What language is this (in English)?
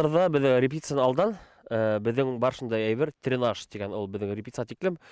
Bashkir